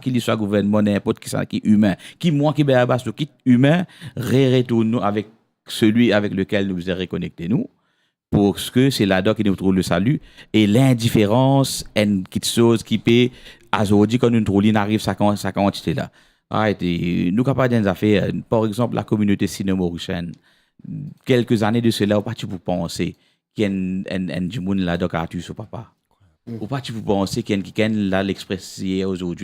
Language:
Morisyen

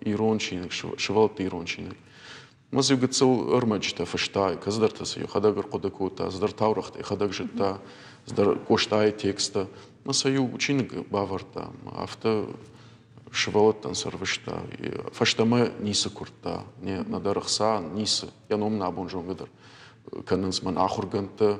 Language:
Ossetic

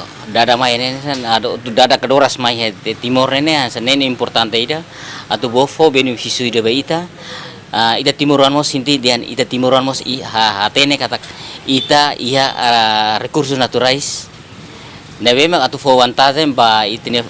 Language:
Tetum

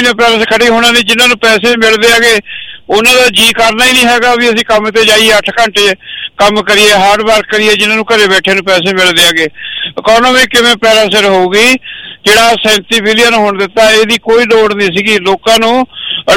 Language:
Punjabi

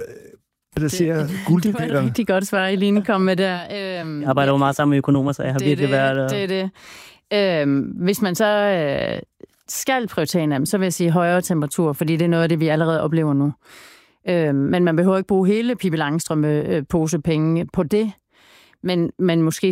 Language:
Danish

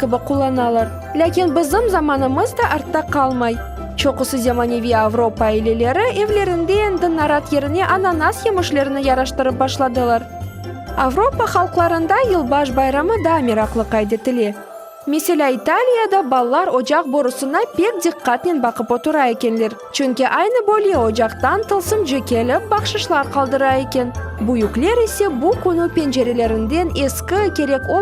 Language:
Crimean Tatar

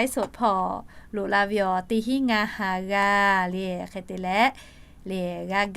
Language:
Lahu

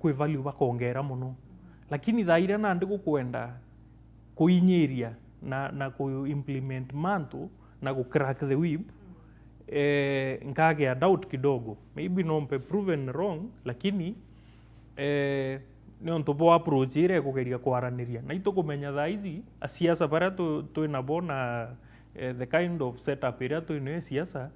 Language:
Meru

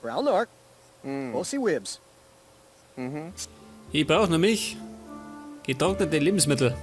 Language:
Bavarian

